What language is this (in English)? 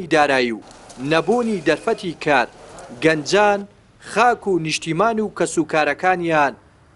Central Kurdish